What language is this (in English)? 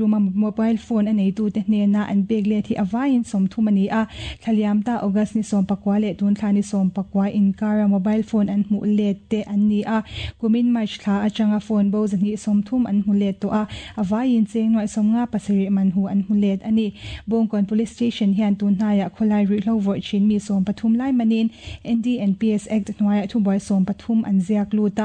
Mizo